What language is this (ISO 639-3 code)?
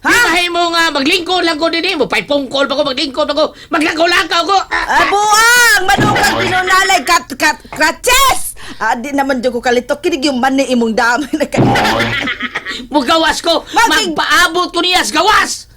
ceb